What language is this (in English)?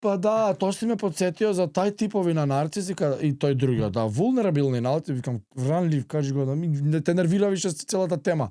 Macedonian